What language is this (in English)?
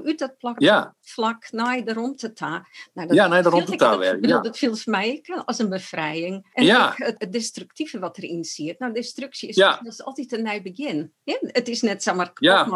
Western Frisian